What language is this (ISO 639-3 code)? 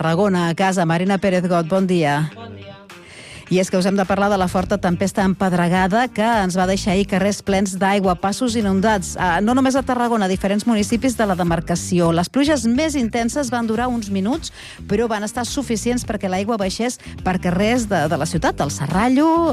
cat